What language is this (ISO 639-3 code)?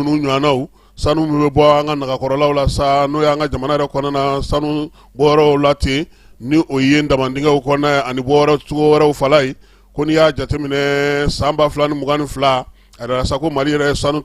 bam